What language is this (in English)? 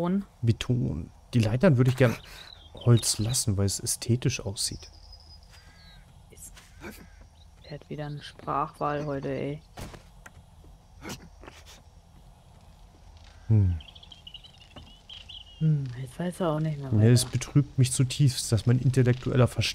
German